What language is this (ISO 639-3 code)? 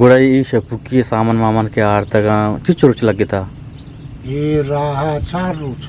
bgp